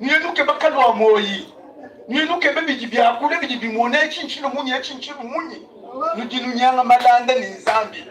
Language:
Luba-Lulua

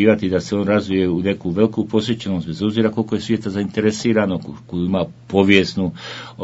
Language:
Bosnian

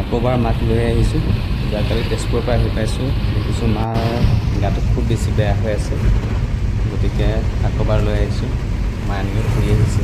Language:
Assamese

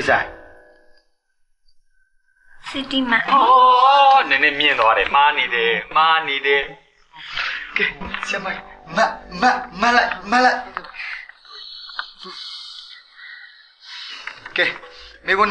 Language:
Burmese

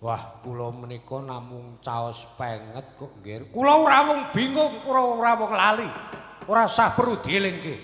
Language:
Javanese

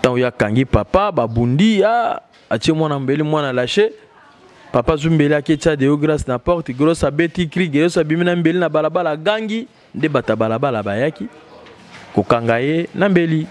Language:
Lingala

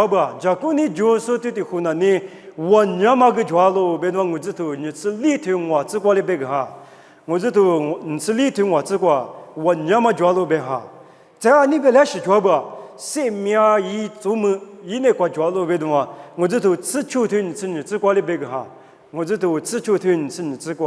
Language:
Lisu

